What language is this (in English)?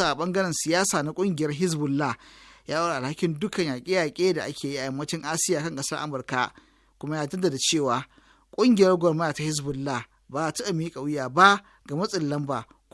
Hausa